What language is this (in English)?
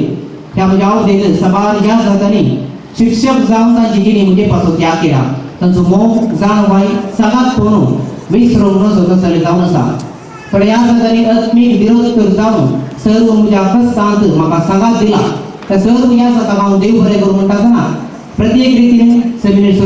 Konkani